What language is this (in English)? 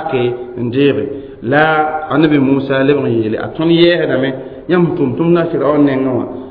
Mossi